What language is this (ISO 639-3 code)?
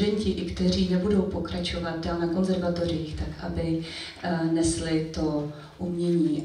ces